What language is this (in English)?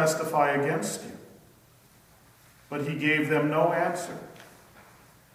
English